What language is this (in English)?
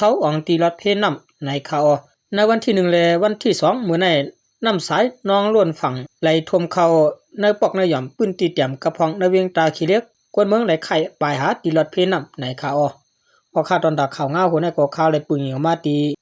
Shan